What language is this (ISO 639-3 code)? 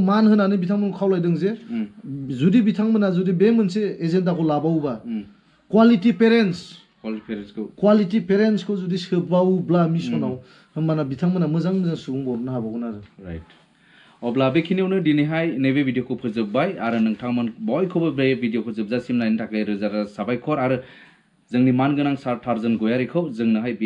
brx